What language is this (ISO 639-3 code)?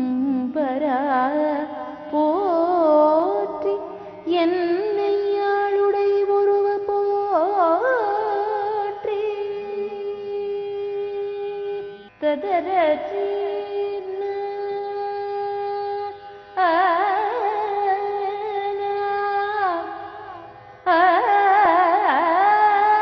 tam